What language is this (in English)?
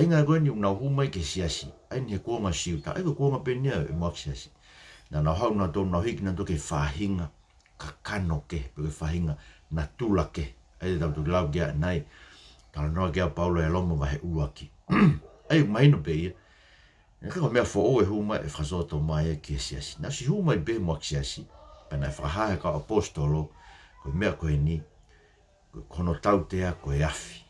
Tongan